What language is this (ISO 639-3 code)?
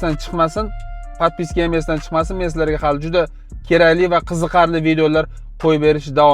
uzb